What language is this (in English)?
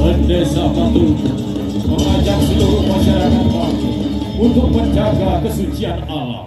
Balinese